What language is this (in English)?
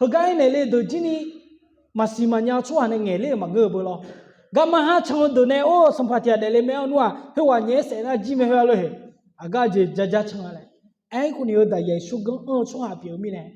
Akha